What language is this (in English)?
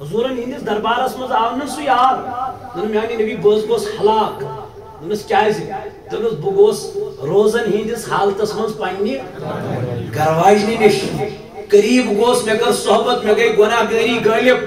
Kashmiri